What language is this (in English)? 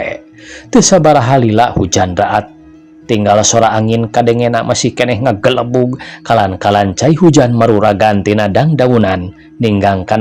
Sundanese